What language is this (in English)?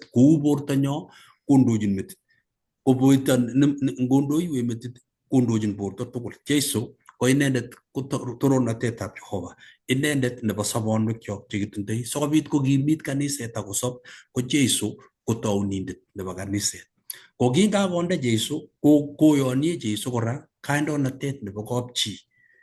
Kalenjin